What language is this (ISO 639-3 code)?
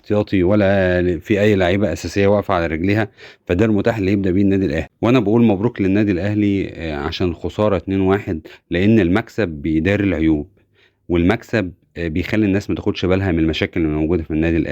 arz